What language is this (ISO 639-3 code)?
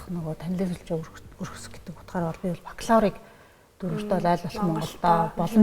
mon